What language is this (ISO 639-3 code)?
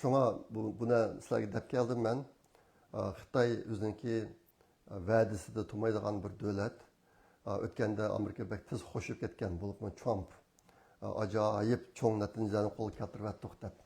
uig